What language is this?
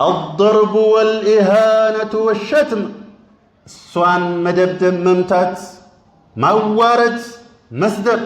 Amharic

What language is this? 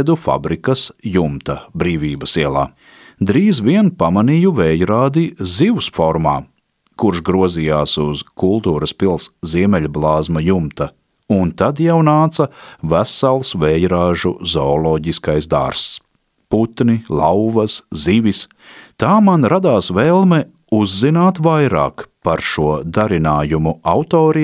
Latvian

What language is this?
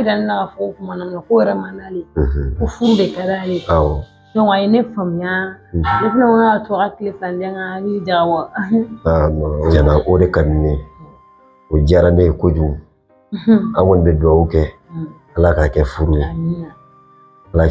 Bambara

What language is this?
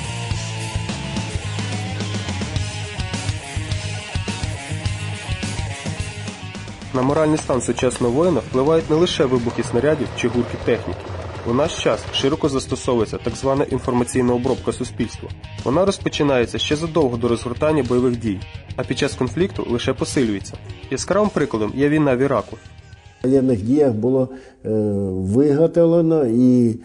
Ukrainian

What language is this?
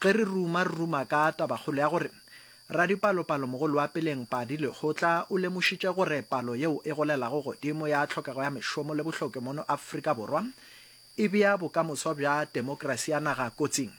Northern Sotho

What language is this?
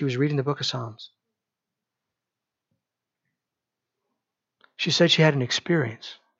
English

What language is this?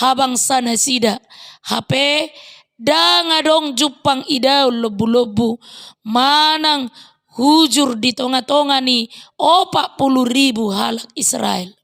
Batak Toba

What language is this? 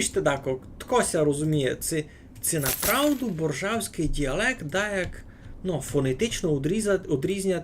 Rusyn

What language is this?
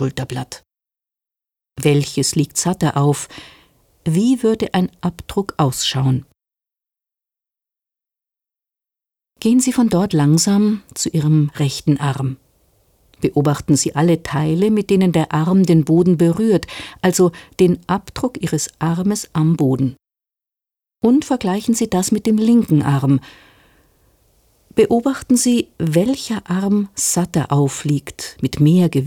German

